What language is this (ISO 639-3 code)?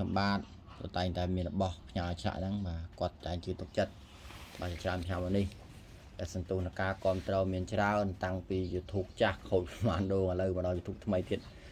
khm